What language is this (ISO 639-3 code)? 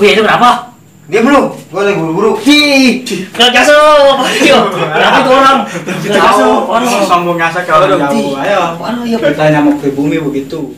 bew